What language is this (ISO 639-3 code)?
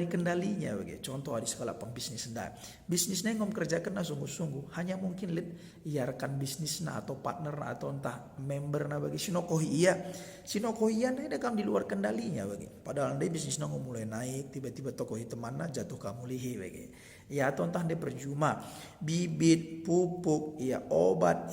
btx